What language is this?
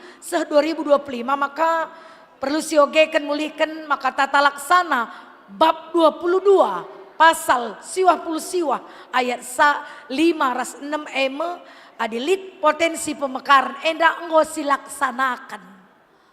Batak Karo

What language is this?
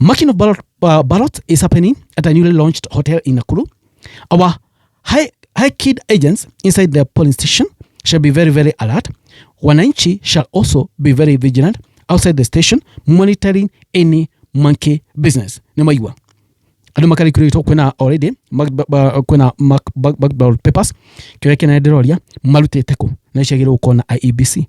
Kikuyu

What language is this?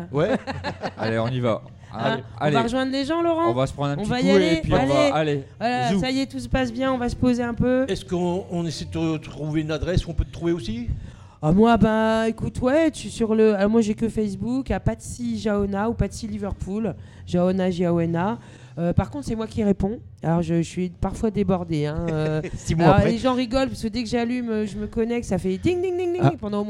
French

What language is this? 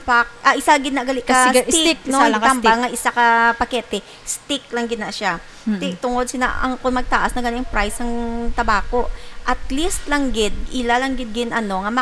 Hiligaynon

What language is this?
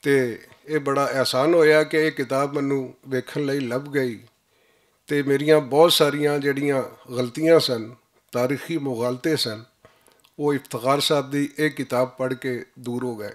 Western Panjabi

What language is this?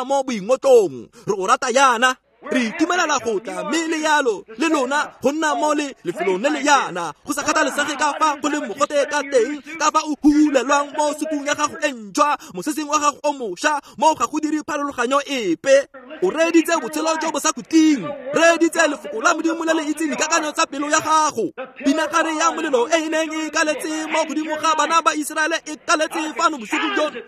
Tswana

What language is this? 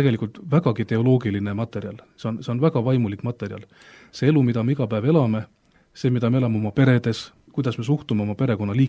Estonian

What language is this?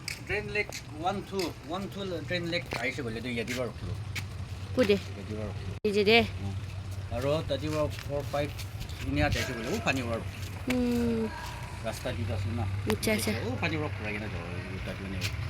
Naga Pidgin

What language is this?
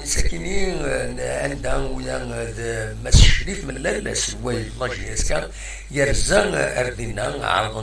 Kabyle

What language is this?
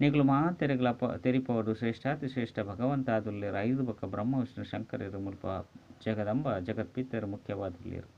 Tulu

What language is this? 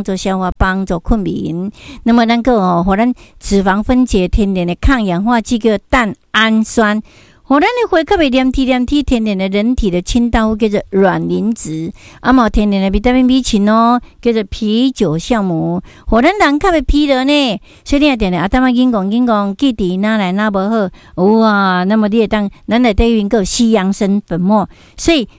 Min Nan Chinese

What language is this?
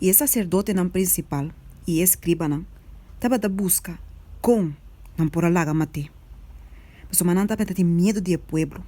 Papiamento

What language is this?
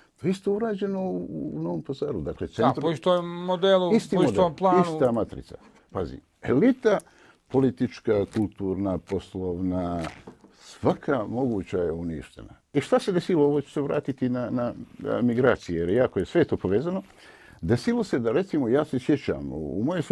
Bosnian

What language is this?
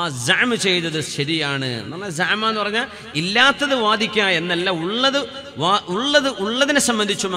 Malayalam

